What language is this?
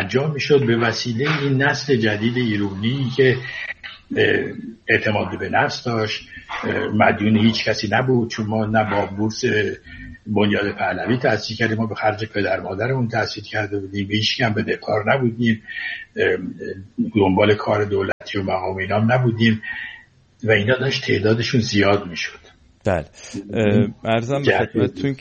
Persian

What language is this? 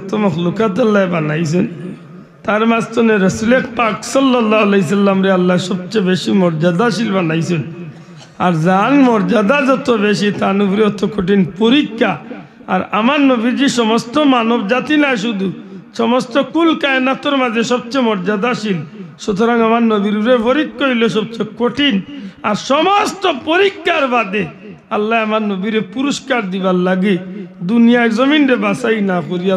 Sylheti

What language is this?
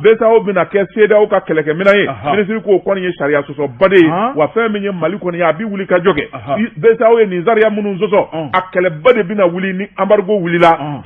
Bambara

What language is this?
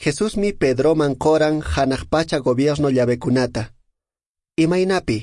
Quechua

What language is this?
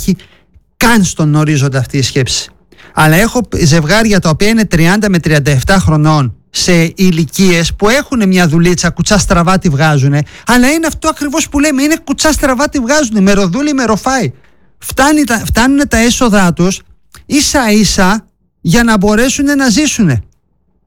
Greek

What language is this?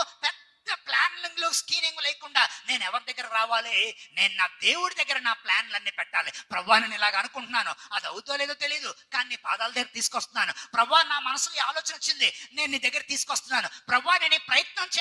Telugu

